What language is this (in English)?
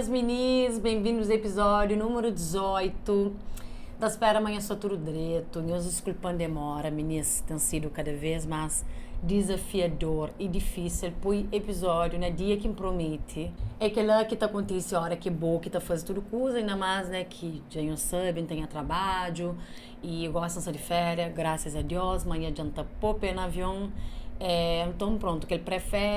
Kabuverdianu